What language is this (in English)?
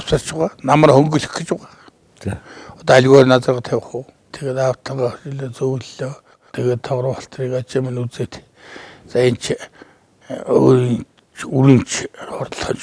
Mongolian